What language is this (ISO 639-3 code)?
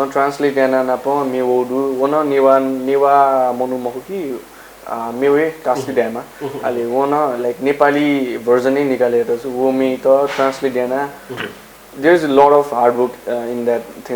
new